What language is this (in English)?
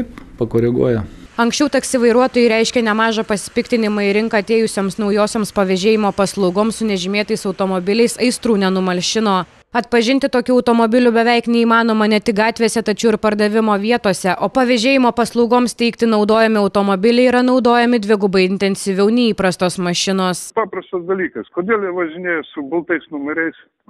Lithuanian